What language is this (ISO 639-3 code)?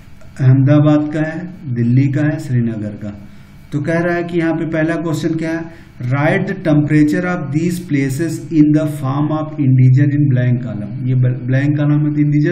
hin